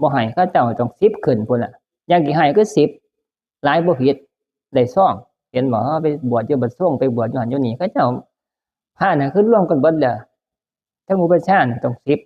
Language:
Northeastern Thai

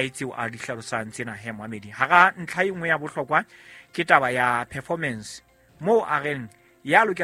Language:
Southern Sotho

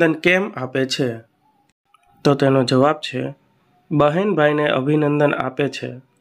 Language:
Gujarati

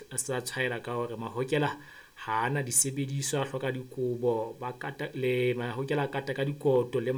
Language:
Southern Sotho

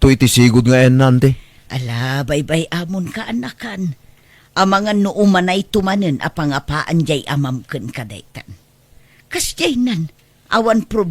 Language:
Iloko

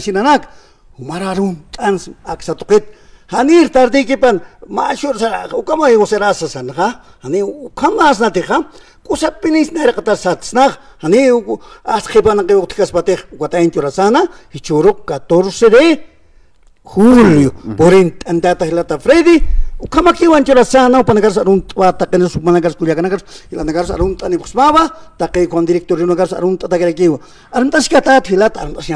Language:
Aymara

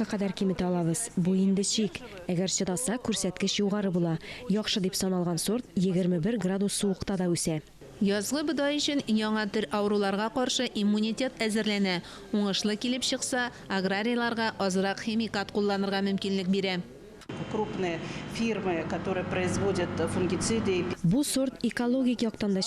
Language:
Tatar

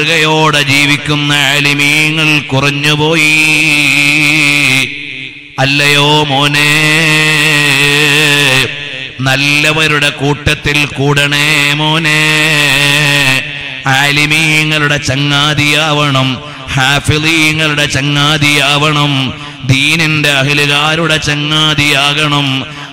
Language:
Malayalam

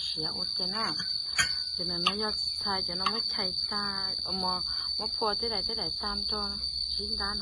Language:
Hmong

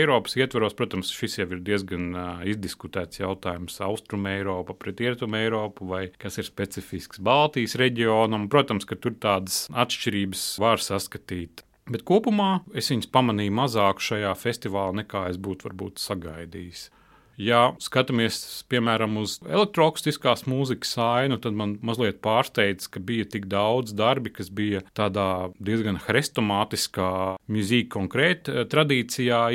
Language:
Latvian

